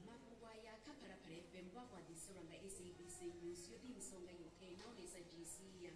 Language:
Venda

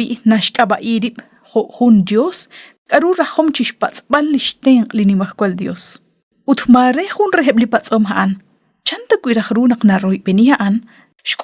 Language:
Kekchí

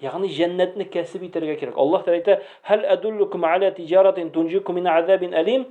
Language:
Tatar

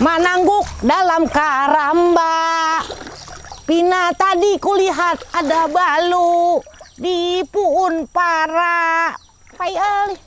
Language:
Banjar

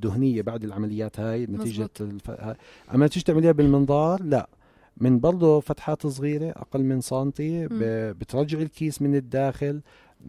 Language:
North Levantine Arabic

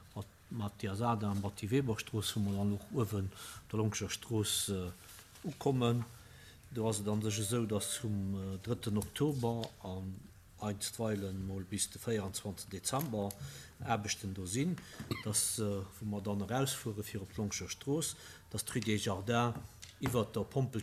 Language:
Luxembourgish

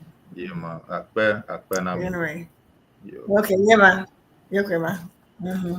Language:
Ewe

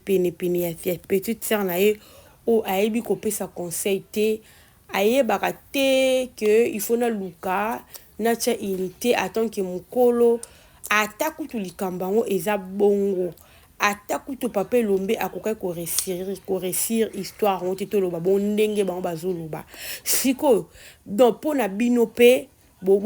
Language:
Lingala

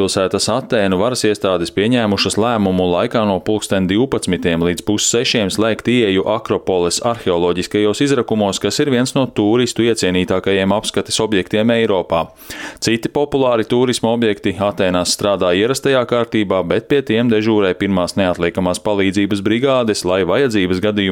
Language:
Latvian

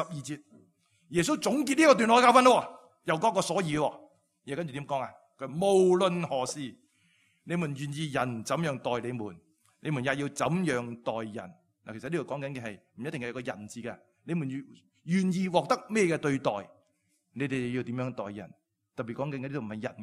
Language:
Cantonese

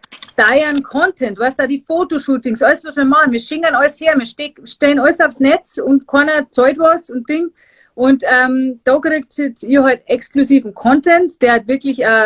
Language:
Bavarian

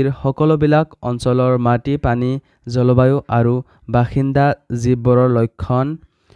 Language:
Assamese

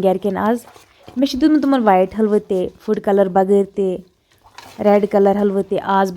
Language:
Kashmiri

